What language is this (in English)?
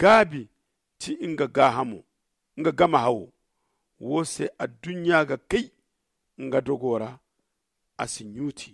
Zarma